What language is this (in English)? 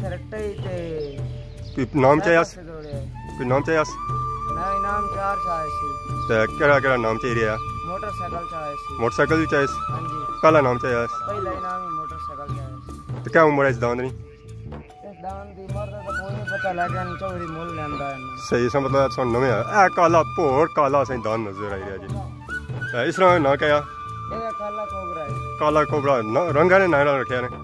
Pahari-Potwari